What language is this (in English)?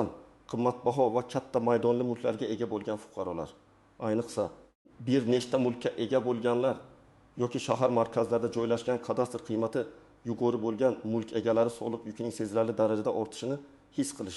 Uzbek